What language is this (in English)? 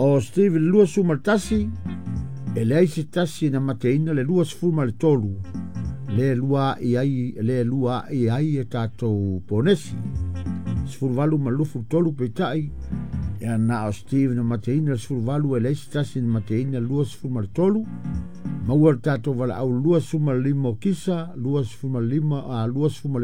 Samoan